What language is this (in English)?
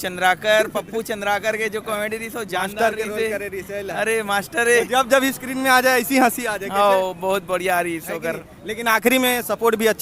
Chhattisgarhi